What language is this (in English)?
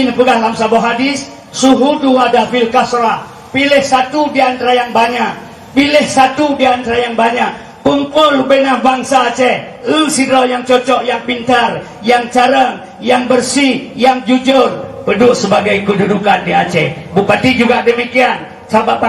Achinese